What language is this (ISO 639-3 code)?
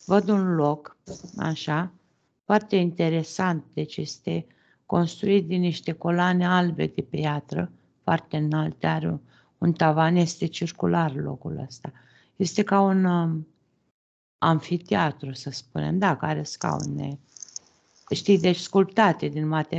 ron